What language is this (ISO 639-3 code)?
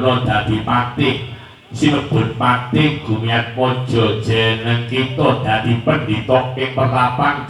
jav